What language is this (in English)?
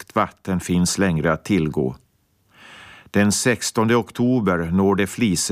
Swedish